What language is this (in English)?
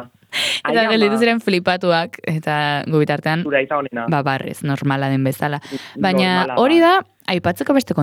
Basque